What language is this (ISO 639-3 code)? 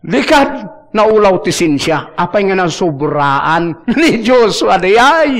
ilo